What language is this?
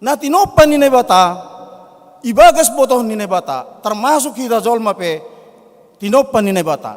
Batak Simalungun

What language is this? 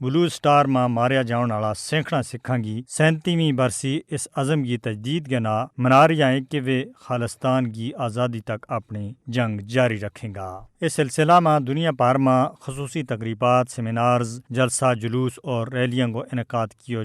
Gujari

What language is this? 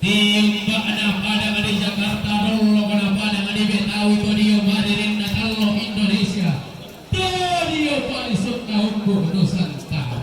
Toraja-Sa'dan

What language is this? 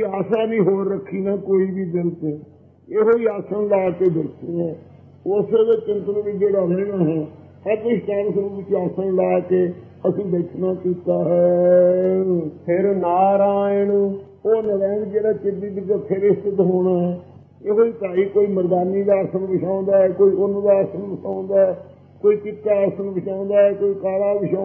Punjabi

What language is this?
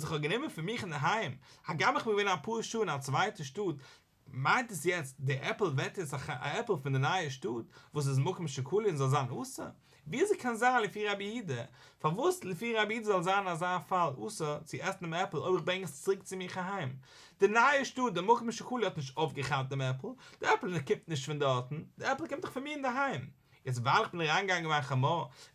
Yiddish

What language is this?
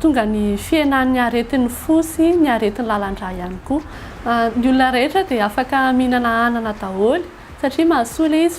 Malagasy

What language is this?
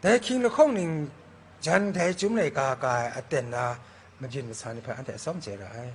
Kachin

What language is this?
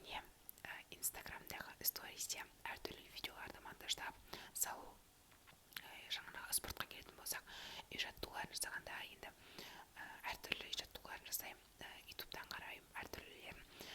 Kazakh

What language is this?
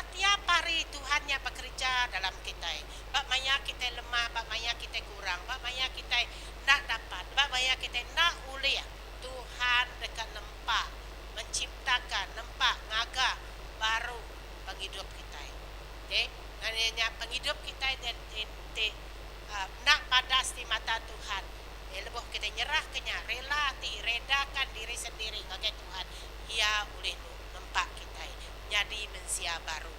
Iban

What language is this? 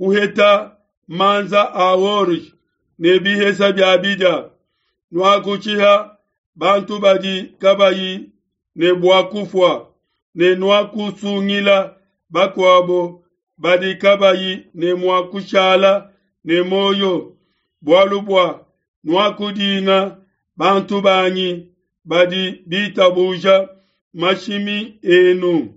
Luba-Lulua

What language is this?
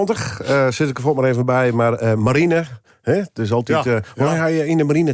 Western Frisian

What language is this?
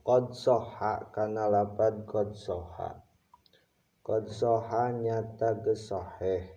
Sundanese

